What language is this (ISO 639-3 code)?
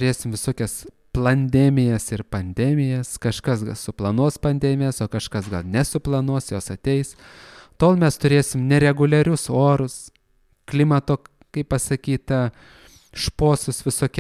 lit